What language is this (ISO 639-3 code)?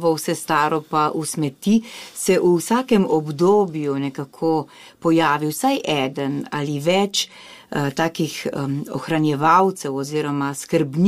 slv